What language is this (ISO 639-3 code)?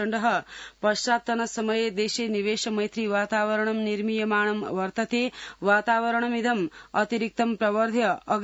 san